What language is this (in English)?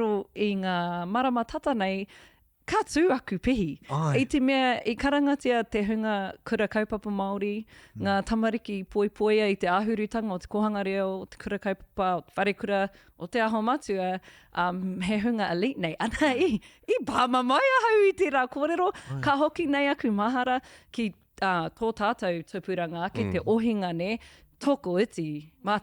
Māori